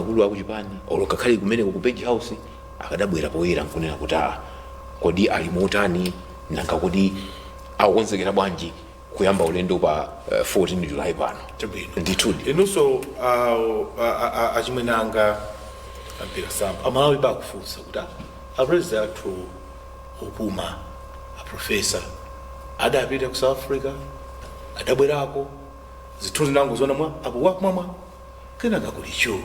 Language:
Nyanja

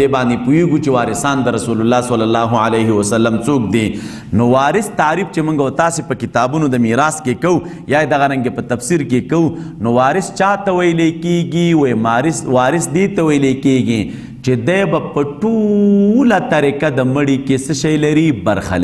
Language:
Pashto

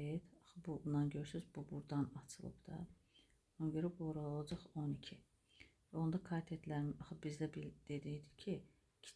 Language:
Azerbaijani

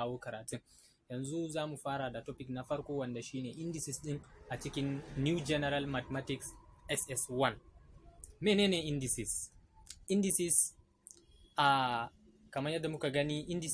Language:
Hausa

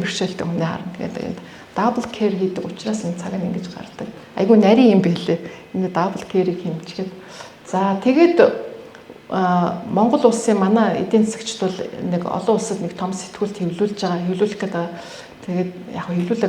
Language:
Mongolian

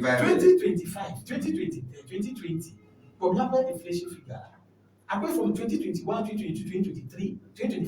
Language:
Ewe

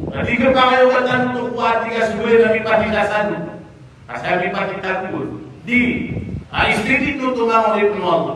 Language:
Maranao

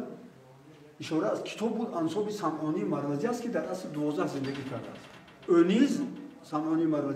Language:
Tajik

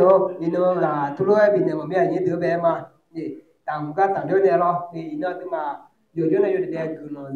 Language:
Akha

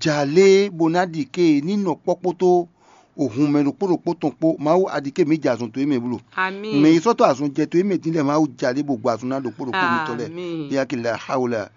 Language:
Fon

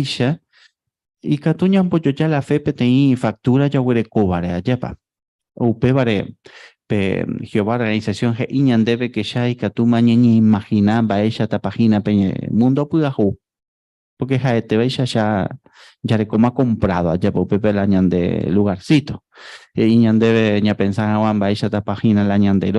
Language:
Guarani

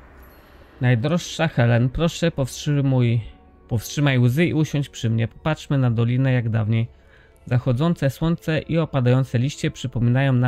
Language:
Polish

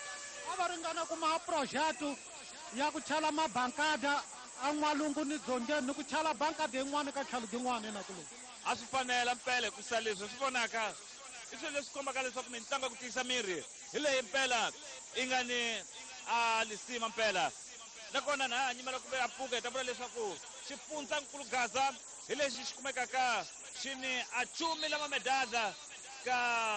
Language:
Tsonga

